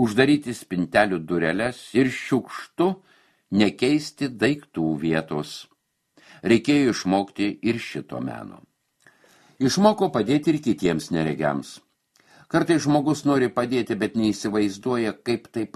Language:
Lithuanian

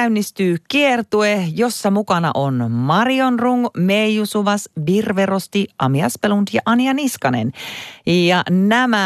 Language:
Finnish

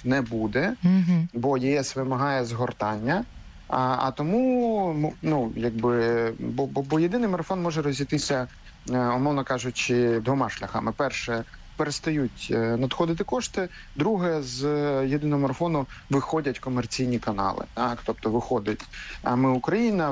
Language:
Ukrainian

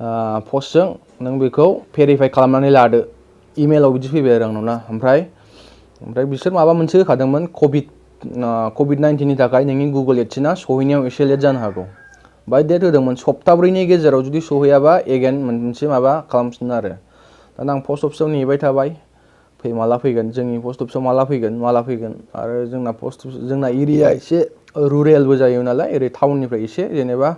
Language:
Bodo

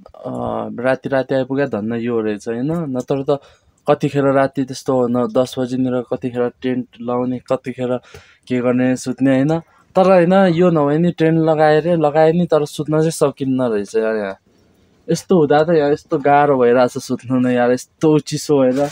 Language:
Nepali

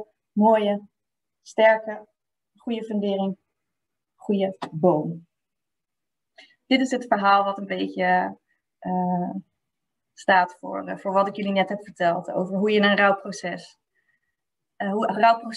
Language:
Dutch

